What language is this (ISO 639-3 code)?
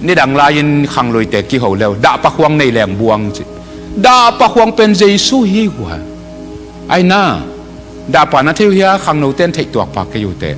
ctd